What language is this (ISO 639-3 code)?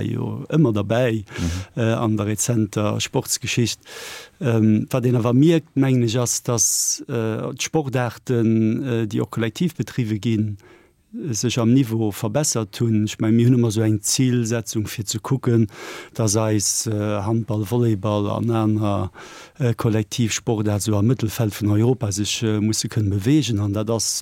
ltz